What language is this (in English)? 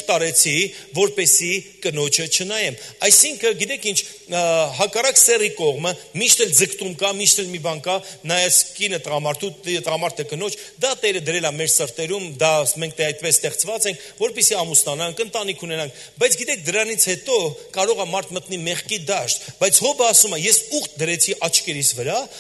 Armenian